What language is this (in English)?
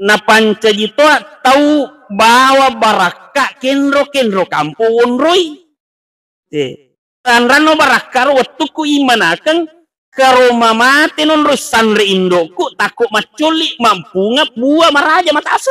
Buginese